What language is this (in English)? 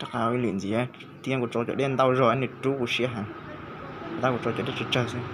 Hmong